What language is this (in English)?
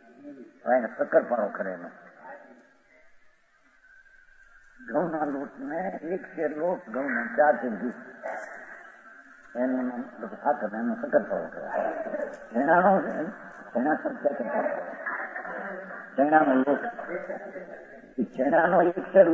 Gujarati